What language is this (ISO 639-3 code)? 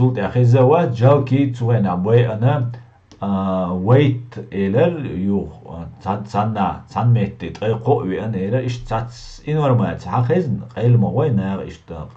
che